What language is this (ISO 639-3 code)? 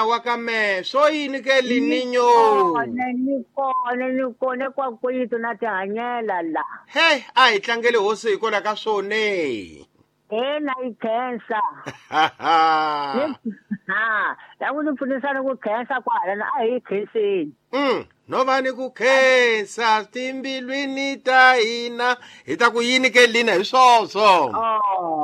tso